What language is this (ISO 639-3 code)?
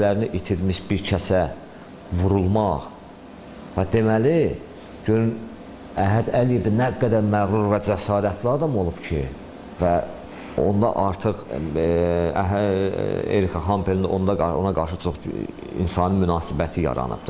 aze